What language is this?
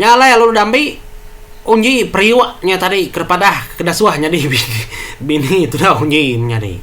Iban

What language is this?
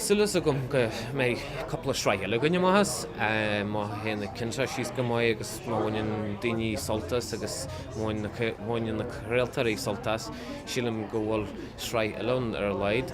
Irish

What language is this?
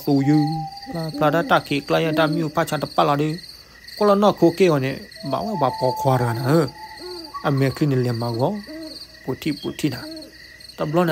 S'gaw Karen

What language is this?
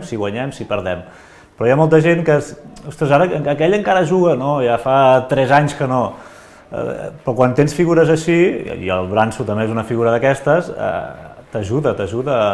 Catalan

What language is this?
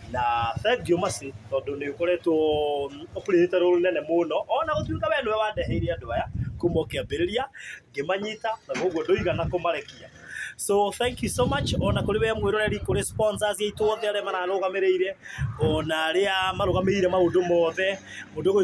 Kikuyu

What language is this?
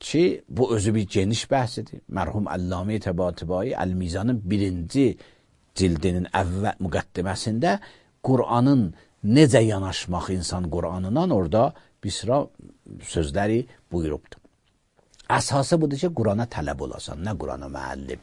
Azerbaijani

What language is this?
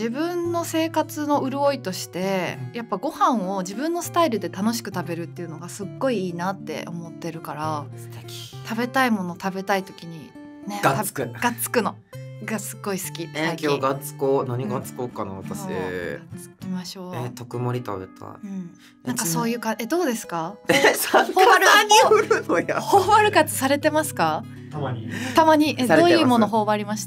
Japanese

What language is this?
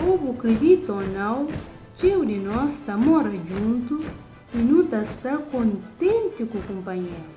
Kabuverdianu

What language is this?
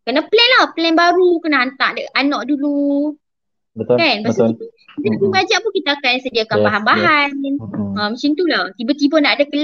Malay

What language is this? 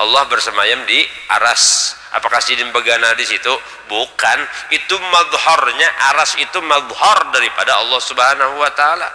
Banjar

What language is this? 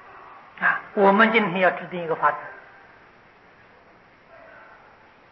Chinese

